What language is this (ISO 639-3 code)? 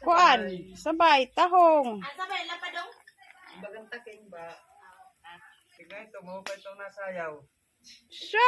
war